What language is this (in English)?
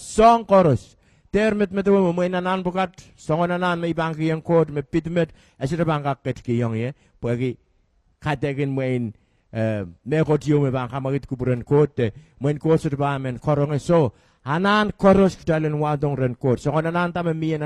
Pohnpeian